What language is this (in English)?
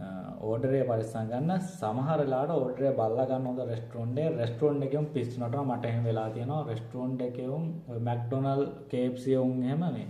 Sinhala